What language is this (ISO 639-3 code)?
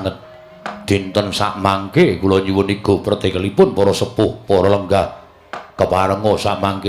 jav